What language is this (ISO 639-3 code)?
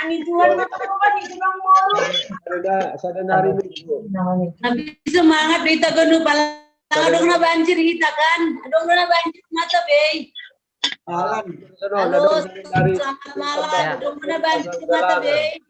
bts